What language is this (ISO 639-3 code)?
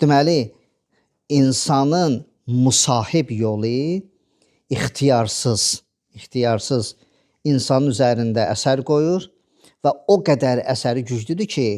aze